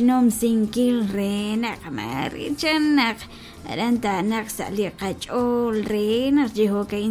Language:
Kekchí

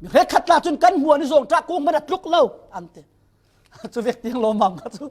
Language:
Falam Chin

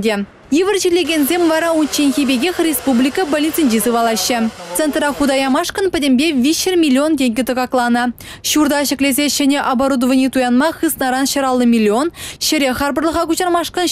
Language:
Chuvash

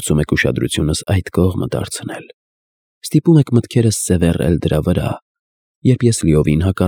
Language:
Armenian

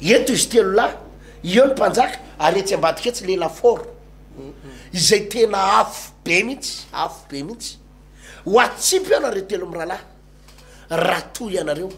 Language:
Malagasy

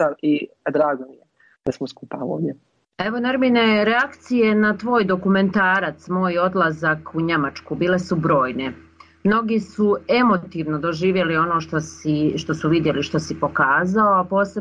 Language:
Bosnian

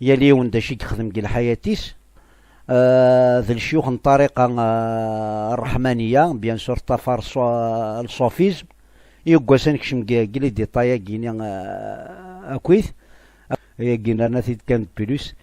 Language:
Kabyle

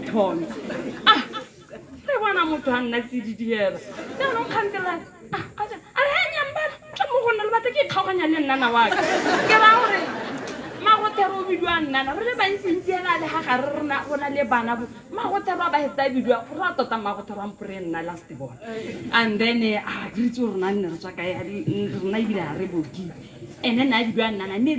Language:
Tswana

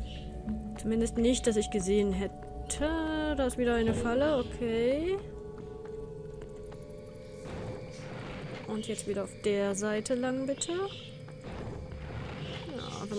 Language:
German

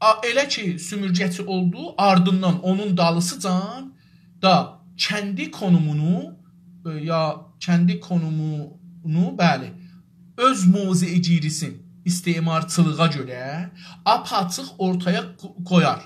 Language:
South Azerbaijani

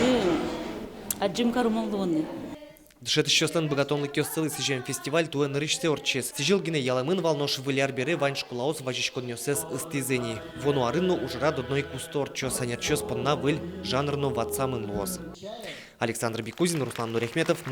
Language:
Udmurt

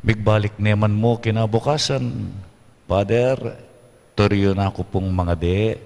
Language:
Pampanga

